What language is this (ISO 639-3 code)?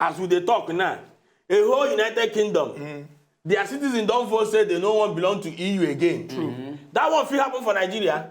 pcm